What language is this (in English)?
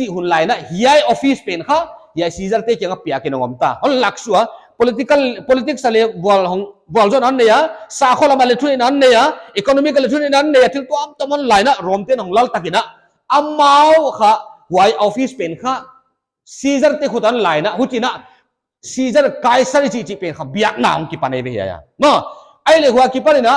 Paite Chin